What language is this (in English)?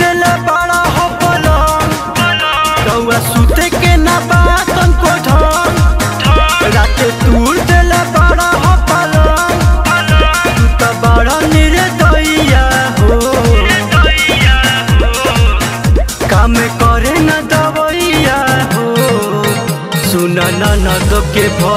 Bhojpuri